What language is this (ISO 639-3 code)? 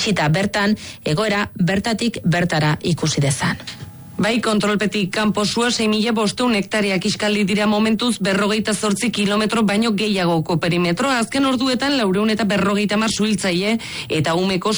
eus